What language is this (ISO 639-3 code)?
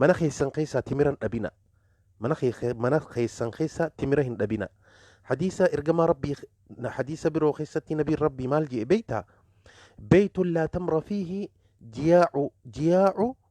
orm